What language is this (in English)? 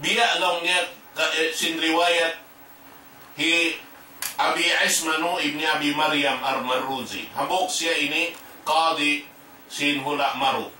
Tausug